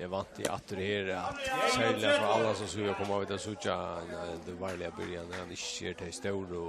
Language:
Faroese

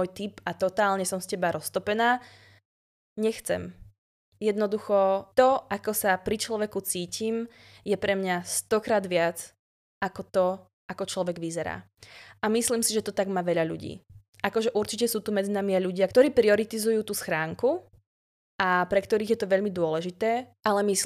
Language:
Slovak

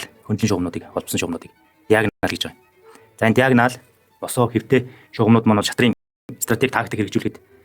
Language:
Mongolian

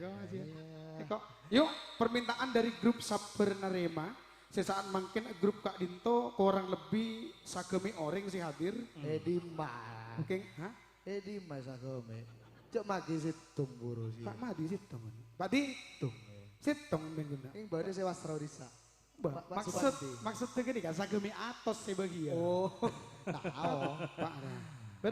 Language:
Madurese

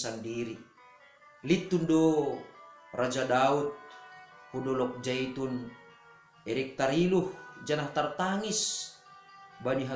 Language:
Batak Simalungun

